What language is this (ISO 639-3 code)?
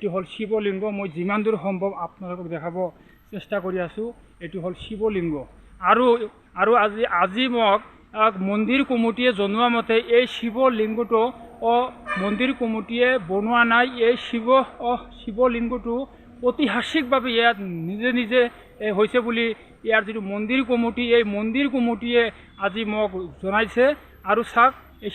asm